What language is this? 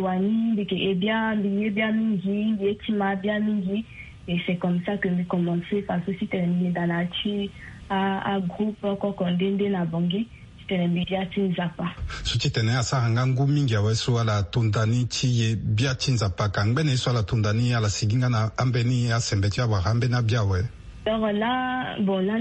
Sango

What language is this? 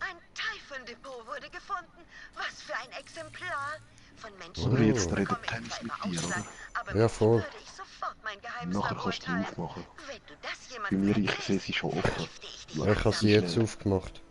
Swiss German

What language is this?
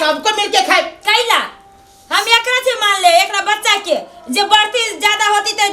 Maithili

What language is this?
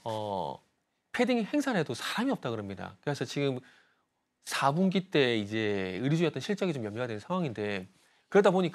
Korean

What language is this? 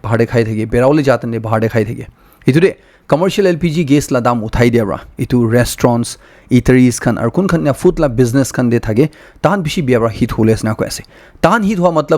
Naga Pidgin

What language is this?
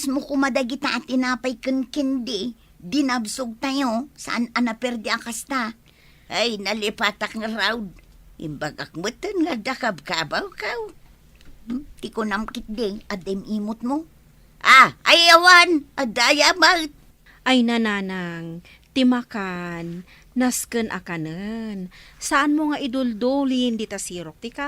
Iloko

